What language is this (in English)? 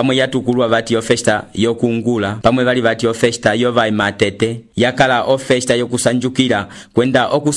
Umbundu